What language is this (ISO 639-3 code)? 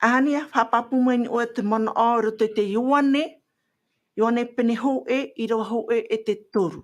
tah